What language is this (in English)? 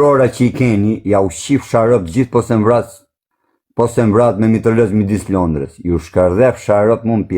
Albanian